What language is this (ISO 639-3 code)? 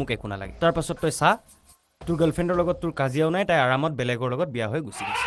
asm